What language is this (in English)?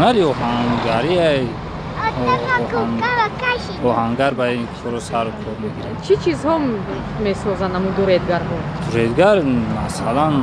Tajik